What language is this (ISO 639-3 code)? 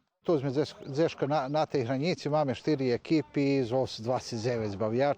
rue